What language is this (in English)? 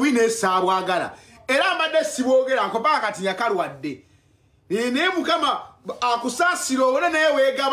Ganda